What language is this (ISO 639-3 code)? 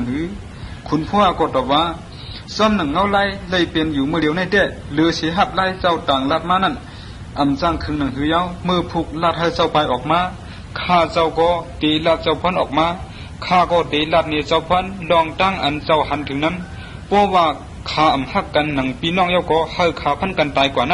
shn